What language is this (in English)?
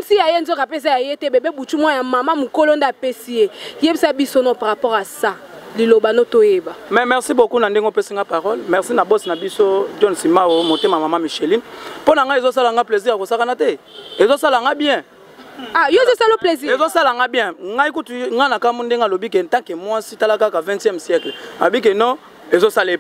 Lingala